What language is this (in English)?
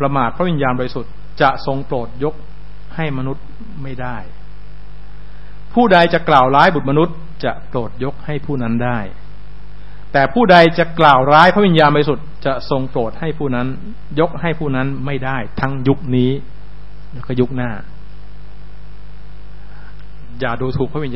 Thai